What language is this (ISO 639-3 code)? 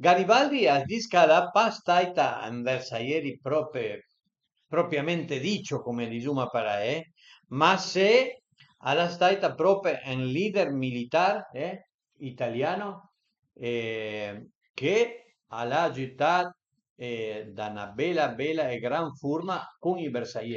pms